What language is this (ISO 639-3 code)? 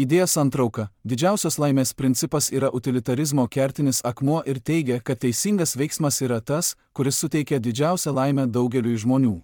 lit